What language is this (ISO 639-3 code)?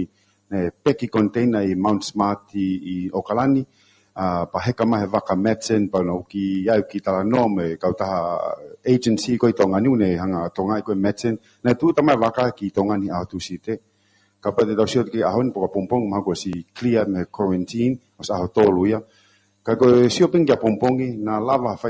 ton